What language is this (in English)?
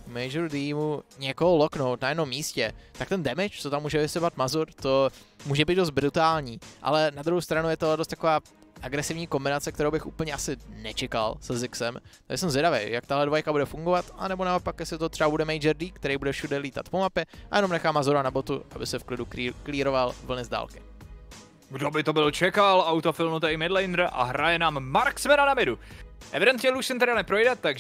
Czech